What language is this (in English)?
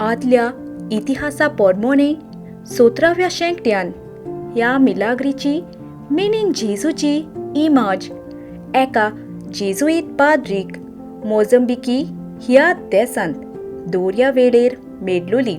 Konkani